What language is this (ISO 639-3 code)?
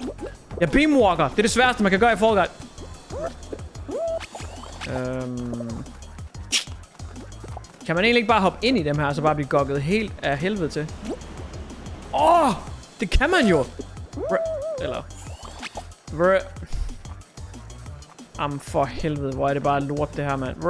dan